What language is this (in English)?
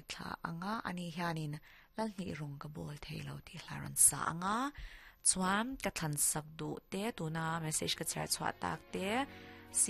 Mizo